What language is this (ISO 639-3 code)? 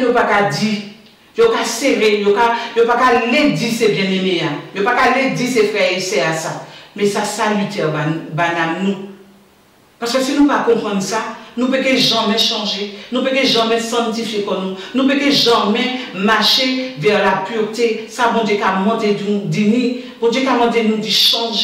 gcf